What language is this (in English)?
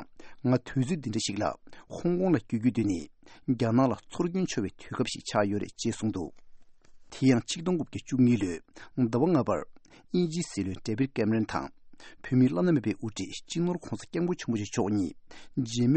Tibetan